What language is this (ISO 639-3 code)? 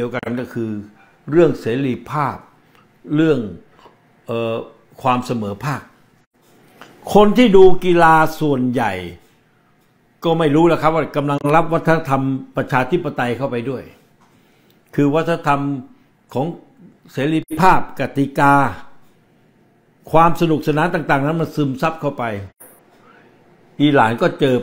tha